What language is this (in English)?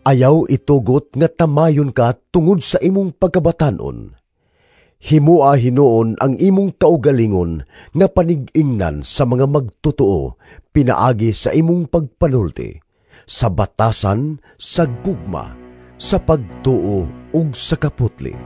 Cebuano